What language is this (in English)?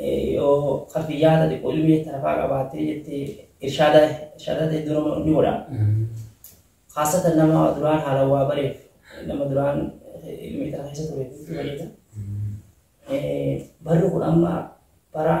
Oromo